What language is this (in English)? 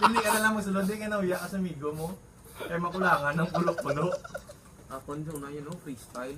Hiligaynon